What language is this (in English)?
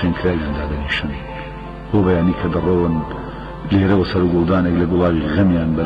Central Kurdish